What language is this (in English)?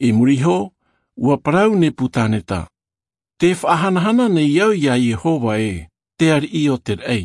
Tahitian